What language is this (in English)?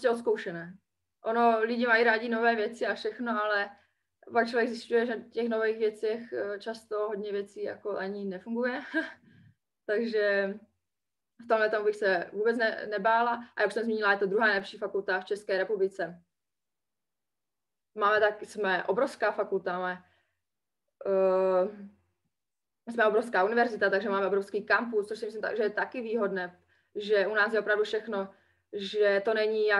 Czech